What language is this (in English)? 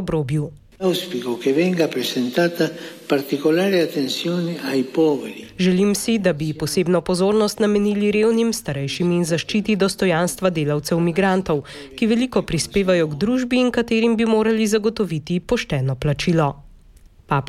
Slovenian